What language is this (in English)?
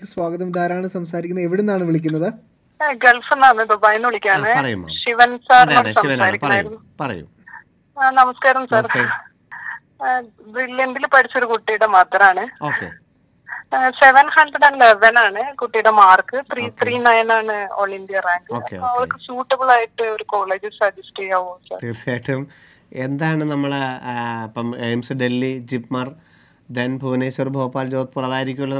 Malayalam